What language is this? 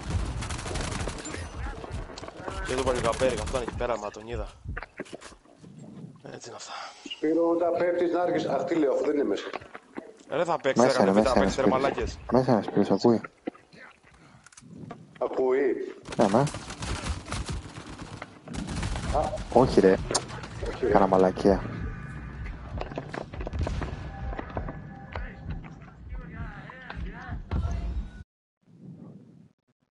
Greek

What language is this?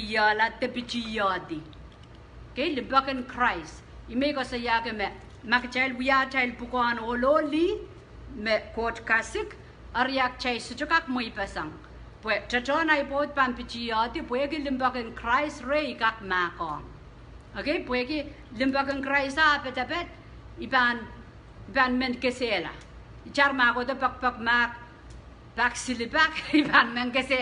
Pohnpeian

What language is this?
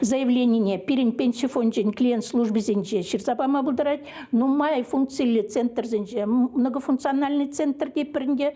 Chuvash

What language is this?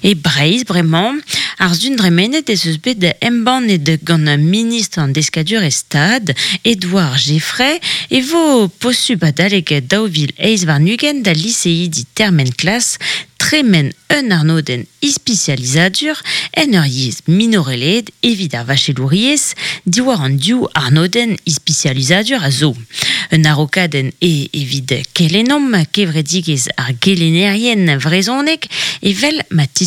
Breton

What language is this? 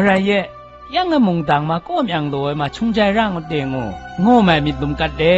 Zaiwa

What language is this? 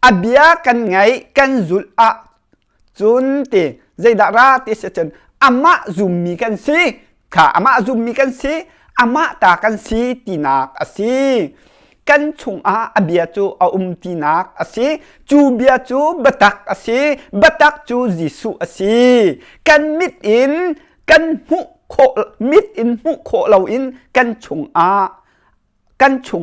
Hakha Chin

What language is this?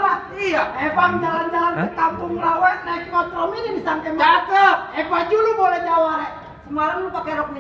Betawi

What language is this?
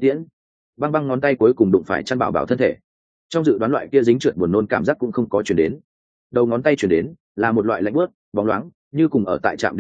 Vietnamese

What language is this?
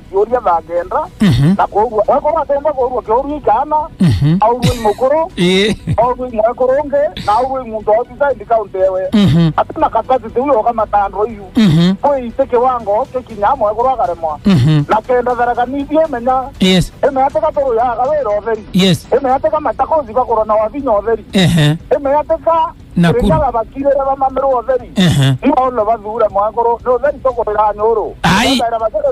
Meru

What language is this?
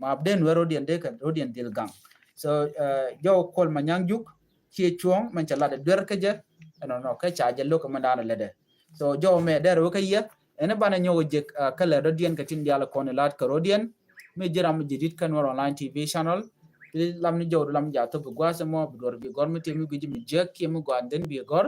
Nuer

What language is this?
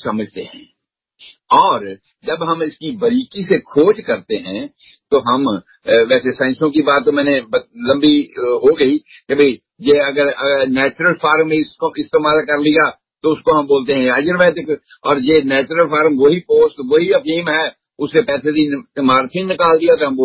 Hindi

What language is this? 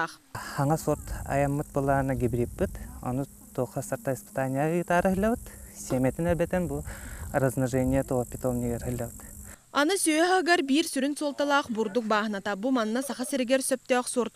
Yakut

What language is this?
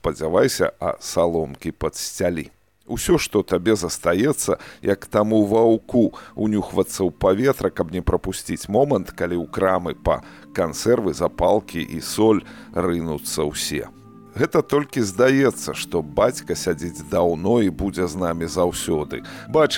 Belarusian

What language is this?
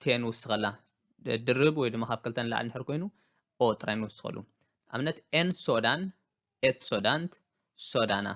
Tigrinya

